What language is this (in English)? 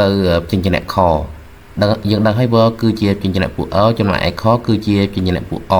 Khmer